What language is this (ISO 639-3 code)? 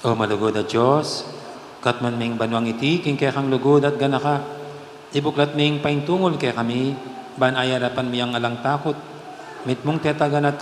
pam